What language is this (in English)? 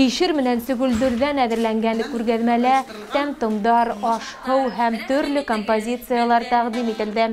Bashkir